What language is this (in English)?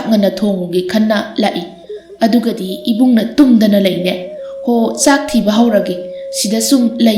Manipuri